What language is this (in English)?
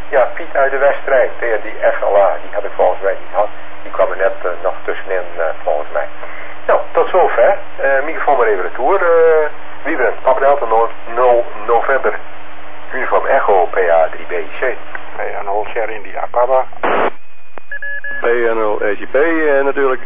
Dutch